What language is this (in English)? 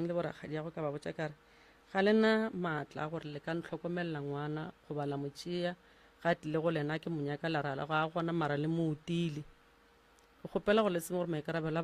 Northern Sotho